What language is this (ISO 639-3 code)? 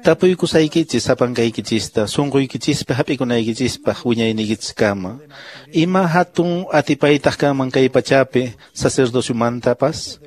que